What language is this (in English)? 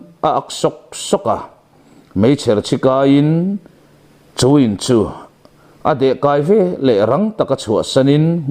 Mizo